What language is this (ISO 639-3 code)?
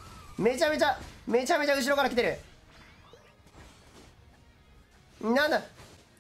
jpn